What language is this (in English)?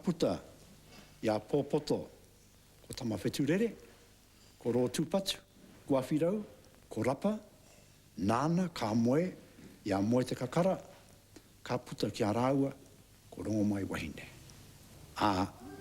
Māori